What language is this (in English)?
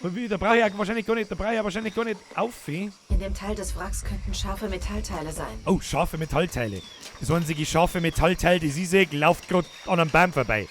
Bavarian